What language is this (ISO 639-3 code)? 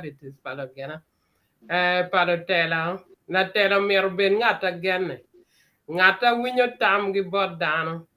ach